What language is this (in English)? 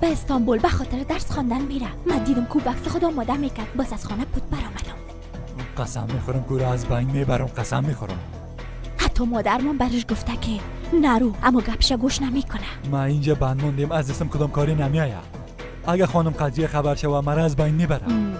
Persian